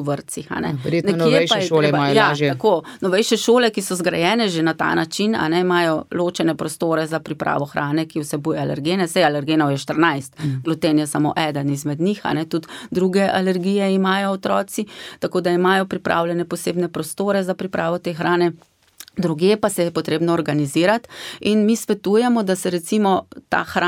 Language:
Slovenian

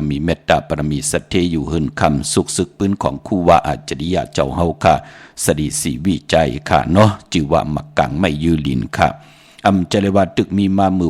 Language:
Shan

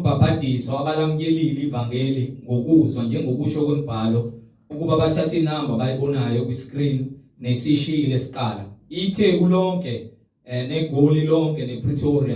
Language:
Zulu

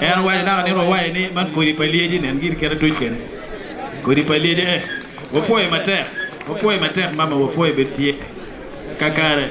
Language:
Acoli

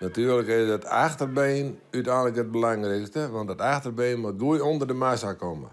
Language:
Western Frisian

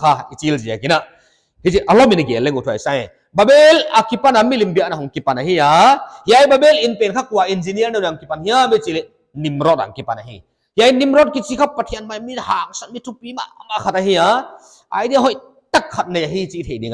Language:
Paite Chin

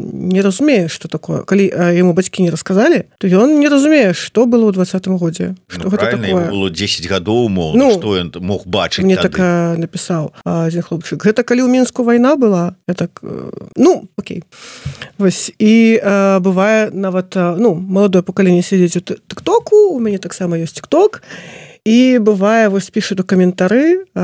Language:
Belarusian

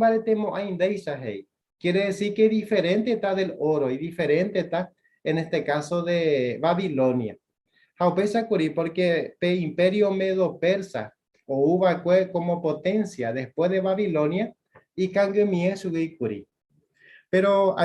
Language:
Guarani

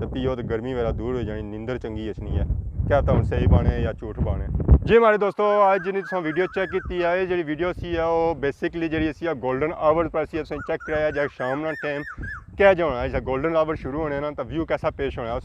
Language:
Pahari-Potwari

